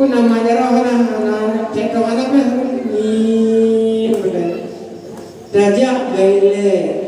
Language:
Achinese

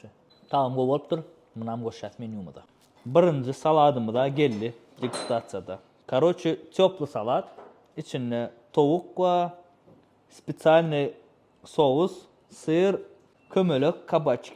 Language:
Turkmen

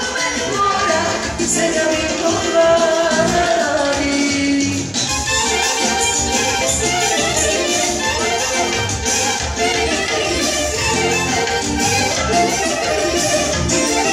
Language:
Serbian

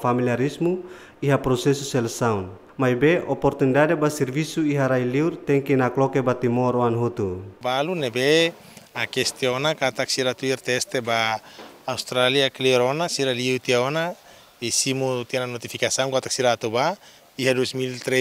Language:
Tetum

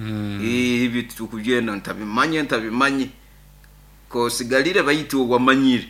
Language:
Nyankole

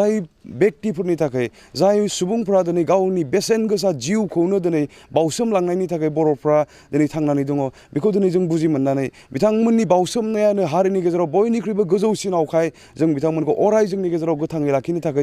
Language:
Bodo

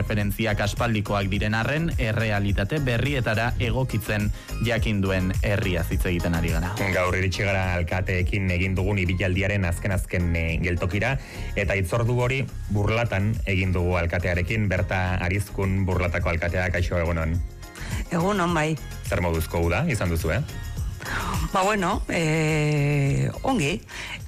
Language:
Basque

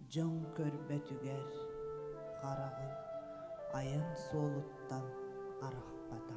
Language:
Yakut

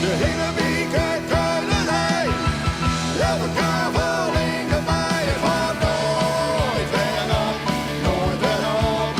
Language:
Western Frisian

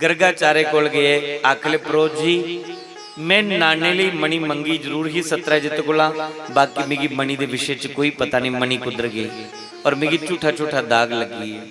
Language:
Dogri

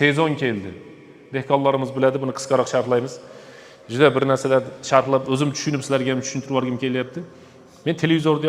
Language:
Uzbek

